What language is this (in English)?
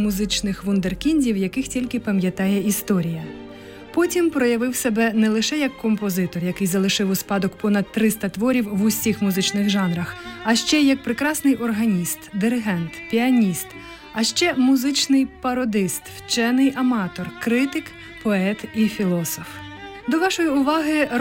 Ukrainian